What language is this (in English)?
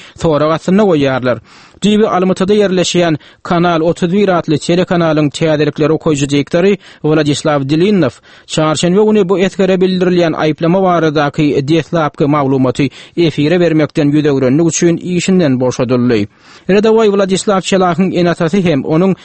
Turkmen